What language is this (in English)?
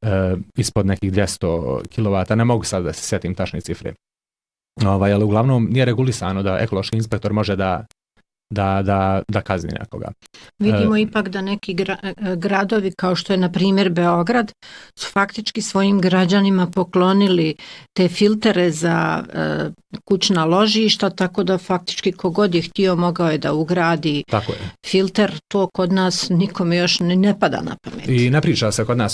Bosnian